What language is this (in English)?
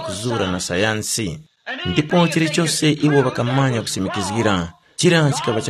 Tumbuka